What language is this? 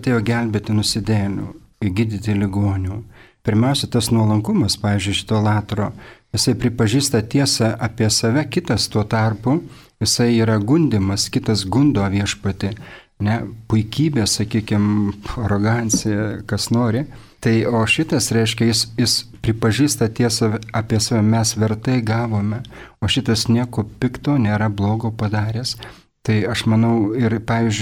Lithuanian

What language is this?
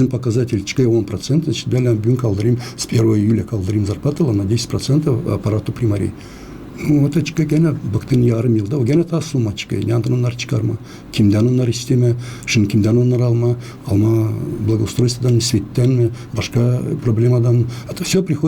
Gagauz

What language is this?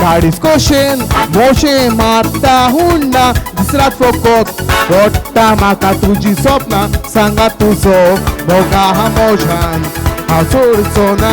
Konkani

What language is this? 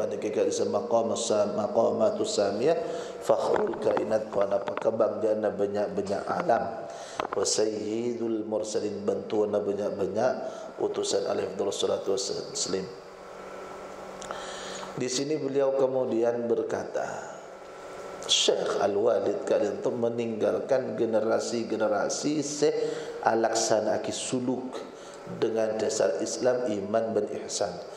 Madurese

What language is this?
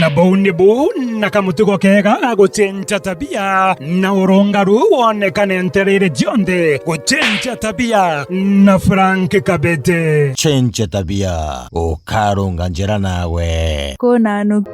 Meru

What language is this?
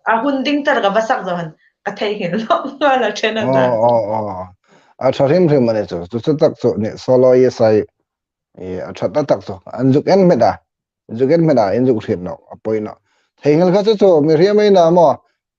Hmar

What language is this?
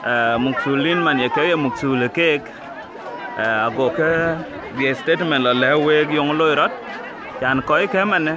Dinka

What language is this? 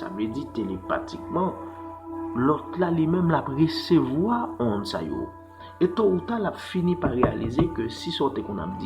Haitian Creole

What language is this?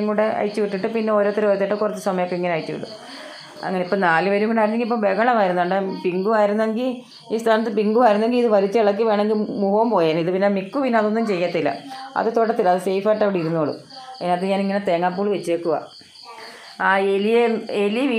Malayalam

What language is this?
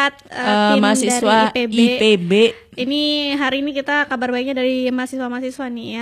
Indonesian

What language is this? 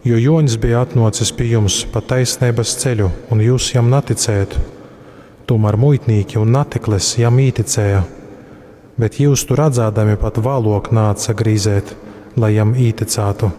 Latgalian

